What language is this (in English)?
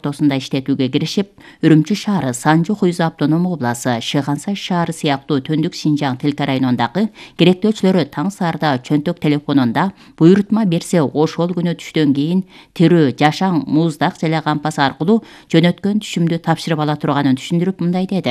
Kyrgyz